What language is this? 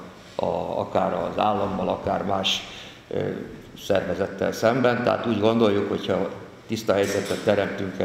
Hungarian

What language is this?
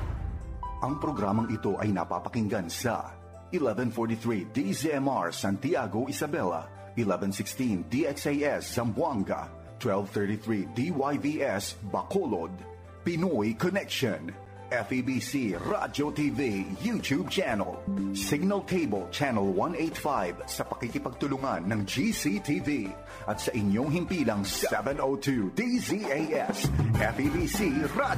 Filipino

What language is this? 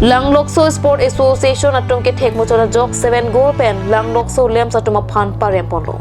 Karbi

